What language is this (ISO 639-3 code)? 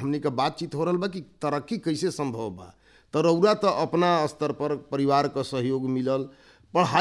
bho